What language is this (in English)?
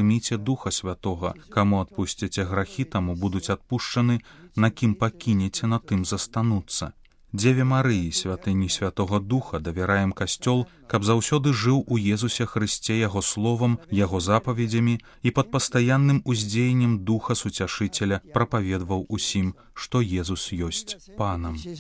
Belarusian